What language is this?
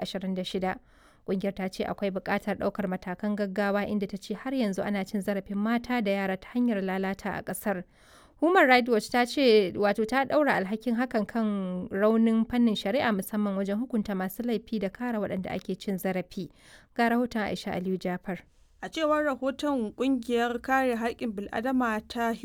Hausa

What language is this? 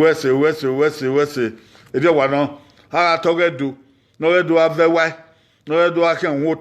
Bini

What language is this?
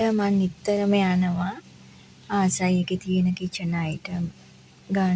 Sinhala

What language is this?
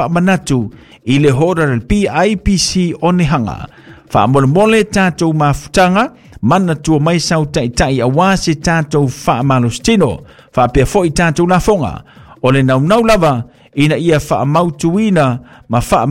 Samoan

